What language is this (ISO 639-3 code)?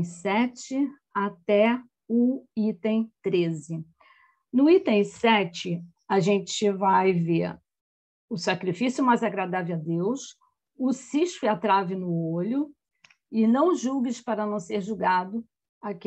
por